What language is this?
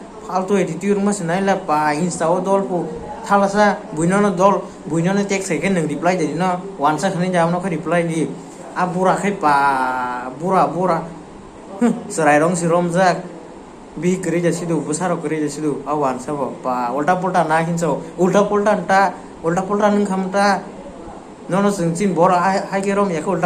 Kok Borok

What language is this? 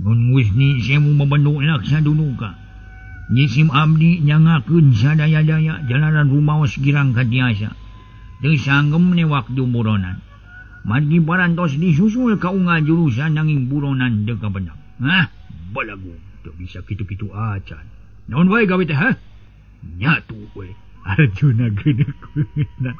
Sundanese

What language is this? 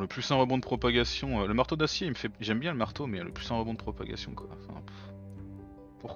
French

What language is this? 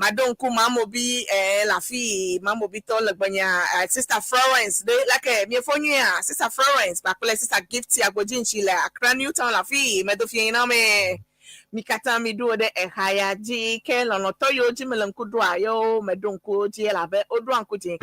Ewe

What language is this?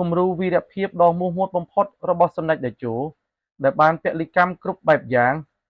Khmer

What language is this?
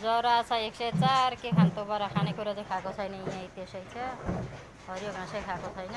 Nepali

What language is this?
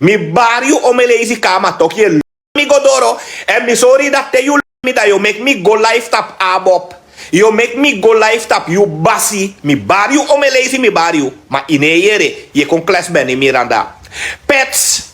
Sranan Tongo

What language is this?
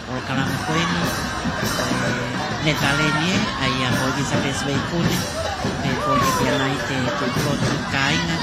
Tongan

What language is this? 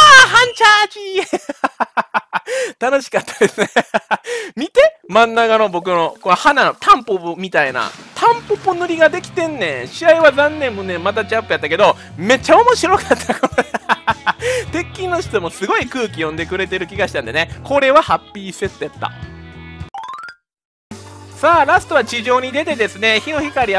Japanese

